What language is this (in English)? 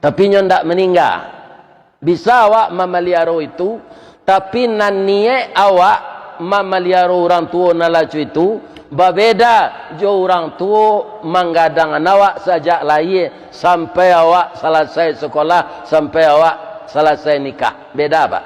Minangkabau